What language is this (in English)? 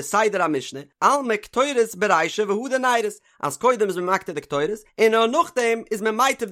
Yiddish